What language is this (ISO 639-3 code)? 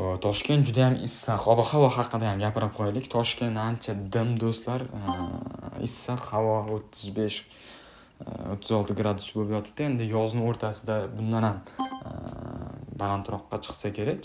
uzb